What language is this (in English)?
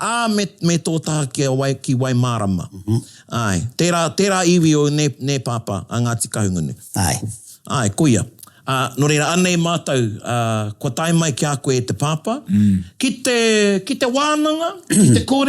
Māori